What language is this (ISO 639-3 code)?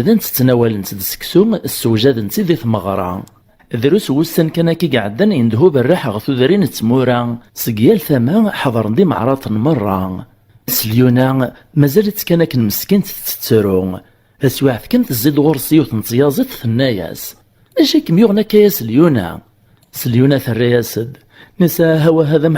kab